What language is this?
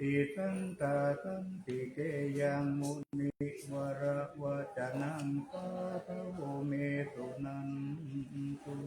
Pali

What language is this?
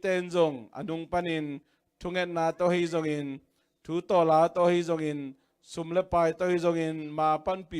Tedim Chin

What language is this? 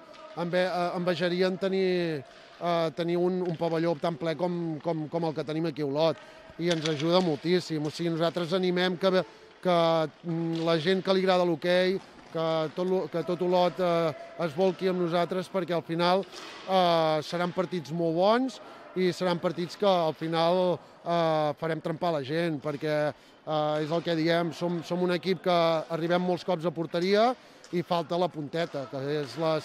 Catalan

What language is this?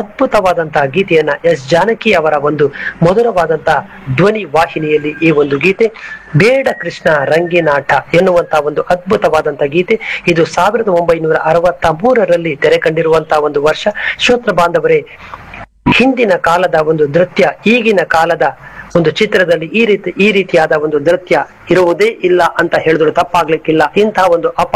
Kannada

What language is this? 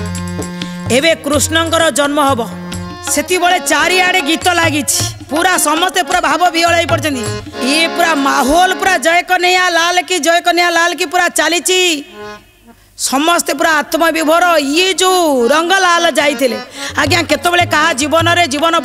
Odia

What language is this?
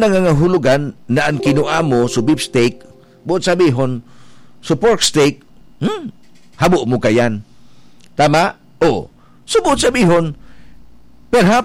Bikol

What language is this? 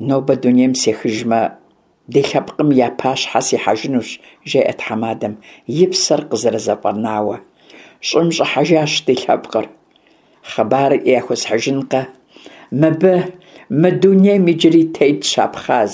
Kabardian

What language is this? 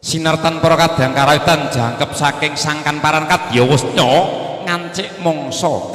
Javanese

